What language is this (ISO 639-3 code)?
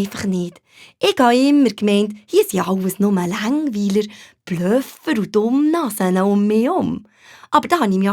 gsw